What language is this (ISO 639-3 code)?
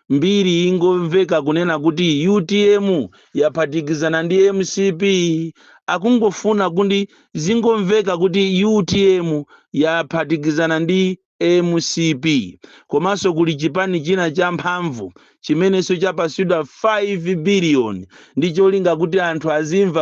nya